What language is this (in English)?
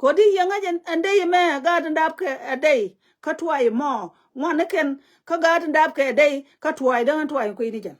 Nuer